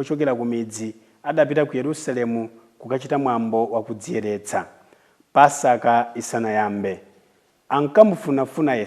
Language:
Nyanja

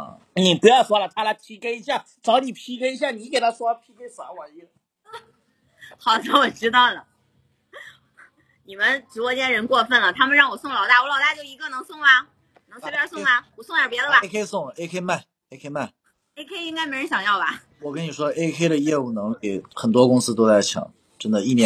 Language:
Chinese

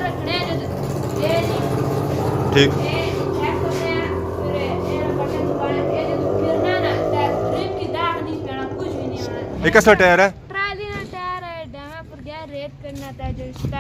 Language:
Pahari-Potwari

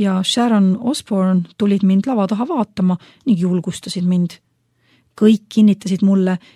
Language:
Estonian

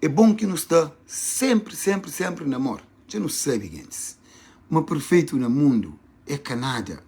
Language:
Kabuverdianu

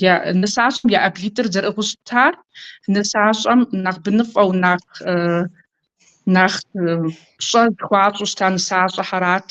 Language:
Kabardian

